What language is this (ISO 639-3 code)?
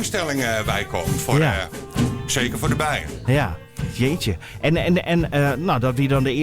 fry